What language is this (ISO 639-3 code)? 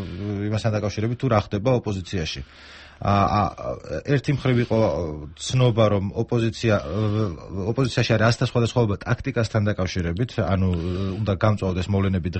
kat